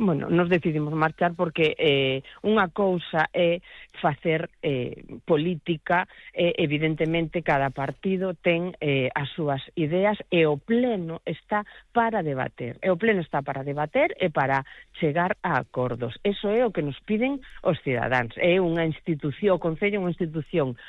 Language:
Galician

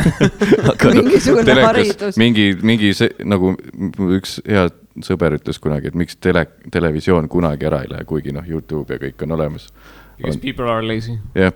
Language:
Estonian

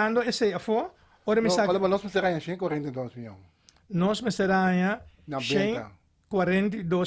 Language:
Papiamento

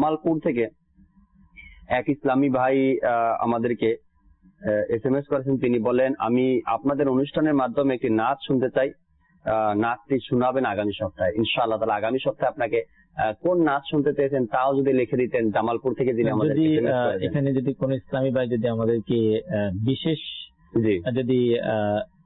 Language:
Bangla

